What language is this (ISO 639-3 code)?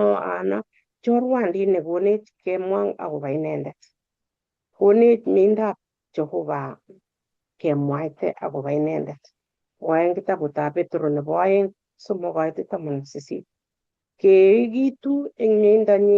kln